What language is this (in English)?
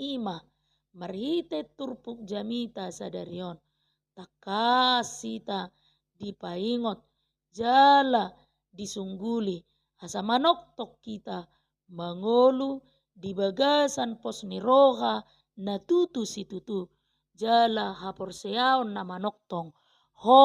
Batak Toba